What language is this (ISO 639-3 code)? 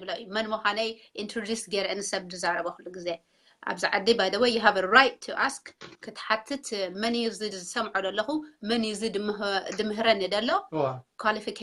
tir